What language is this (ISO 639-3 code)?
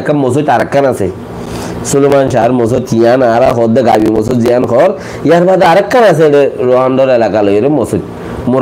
rhg